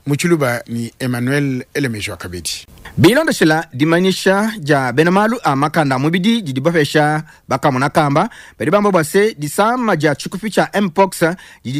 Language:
Luba-Lulua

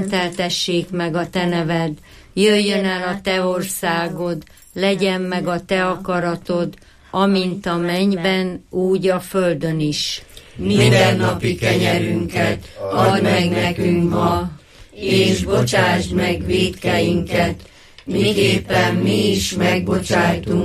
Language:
Hungarian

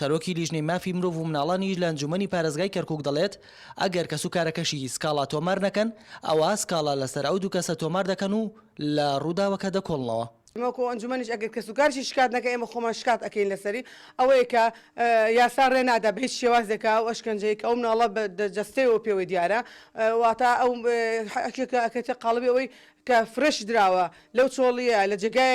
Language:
Central Kurdish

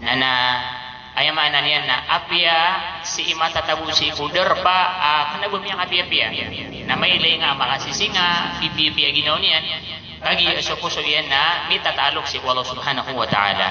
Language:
Maranao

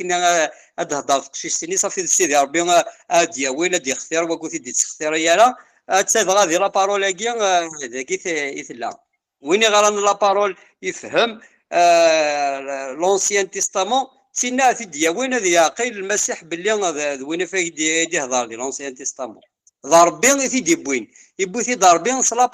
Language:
Kabyle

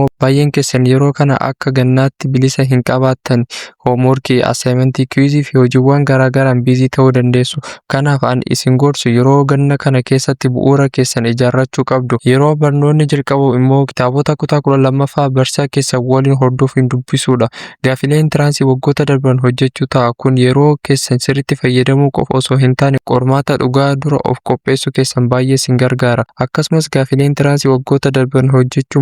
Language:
Oromo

